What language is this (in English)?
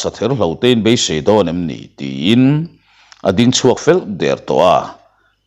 Mizo